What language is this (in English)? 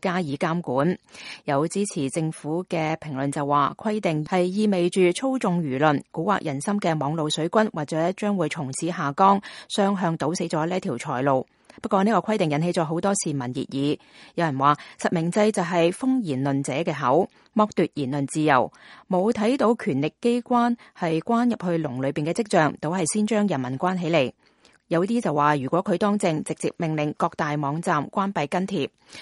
Cantonese